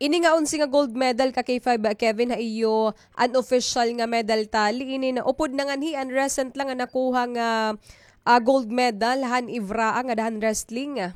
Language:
Waray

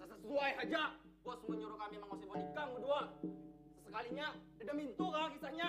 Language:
Banjar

